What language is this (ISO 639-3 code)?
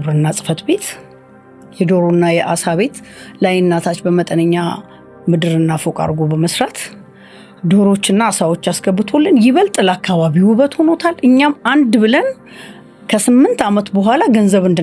amh